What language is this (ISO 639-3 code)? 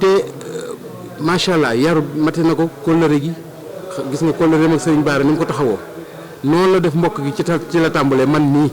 wol